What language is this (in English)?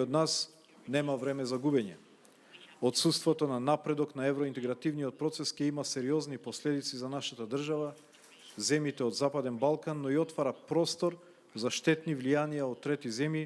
Macedonian